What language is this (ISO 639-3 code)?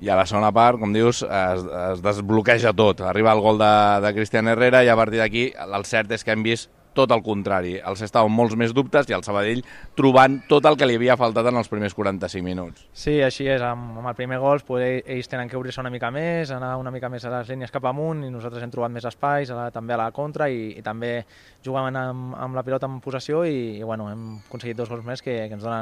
cat